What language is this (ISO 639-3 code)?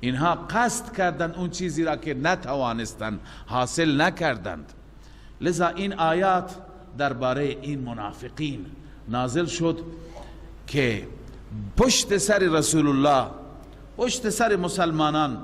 fas